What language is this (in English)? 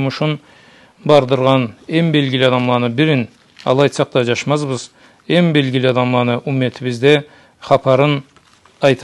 Karachay-Balkar